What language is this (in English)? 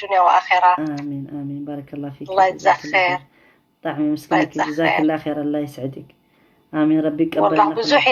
Tigrinya